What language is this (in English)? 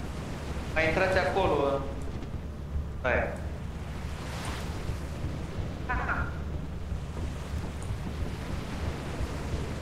Romanian